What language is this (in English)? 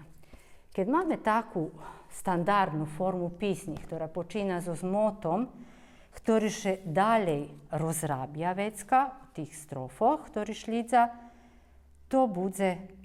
Rusyn